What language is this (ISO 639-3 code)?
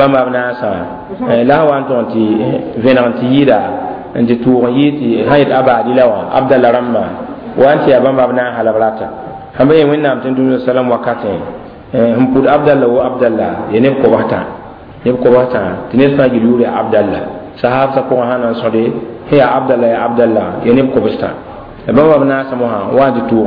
mos